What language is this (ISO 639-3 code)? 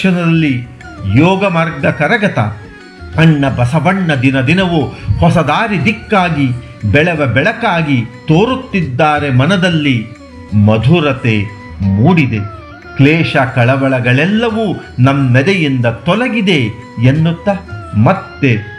kan